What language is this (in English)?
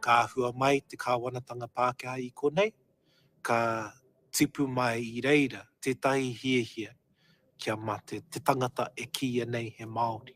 Māori